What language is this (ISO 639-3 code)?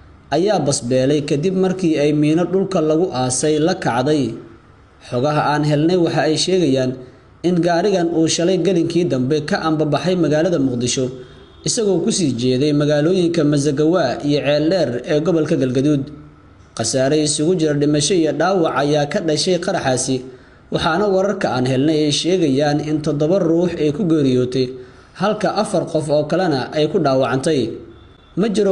som